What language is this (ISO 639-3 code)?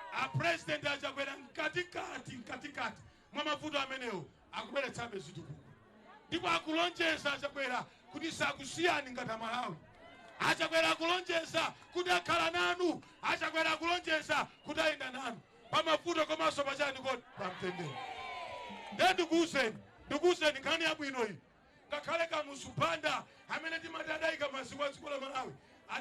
nya